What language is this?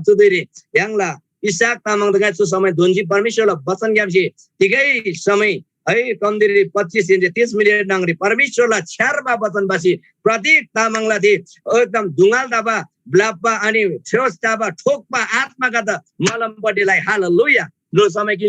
Eastern Tamang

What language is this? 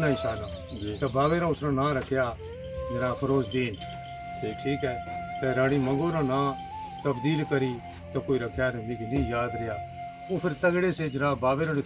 Pahari-Potwari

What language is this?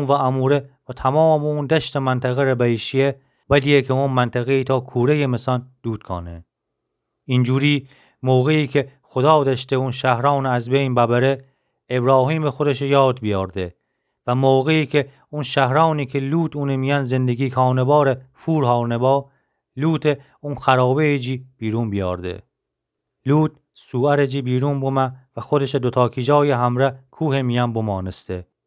Gilaki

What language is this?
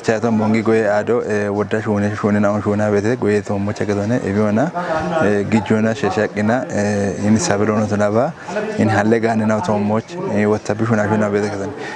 Kafa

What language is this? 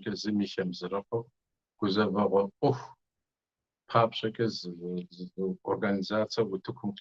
Kabardian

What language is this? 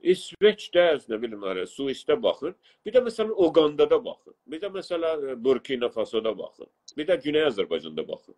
South Azerbaijani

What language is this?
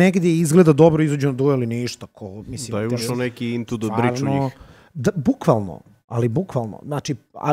Serbian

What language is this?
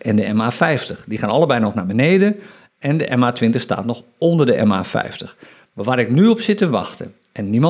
Dutch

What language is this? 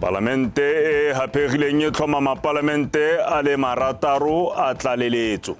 Tswana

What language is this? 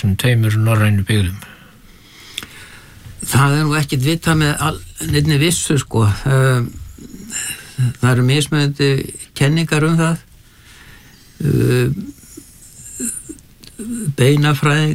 Icelandic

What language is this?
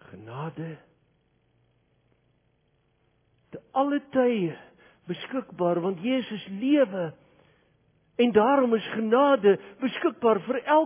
Afrikaans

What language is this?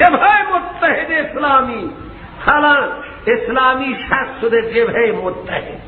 Persian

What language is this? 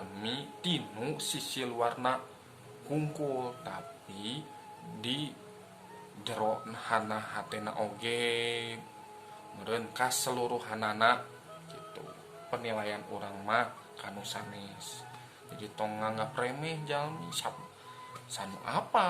Sundanese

